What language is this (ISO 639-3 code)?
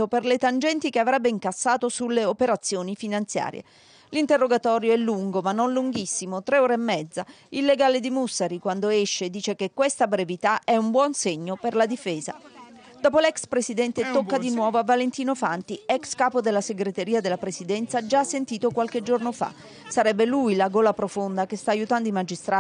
ita